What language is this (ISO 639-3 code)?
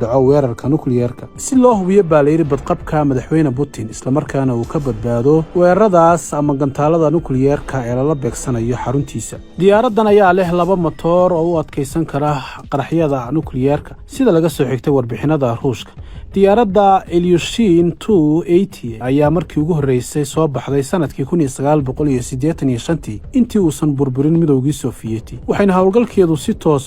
som